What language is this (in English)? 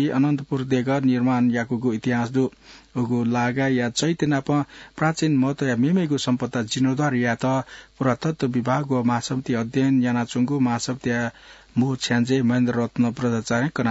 Newari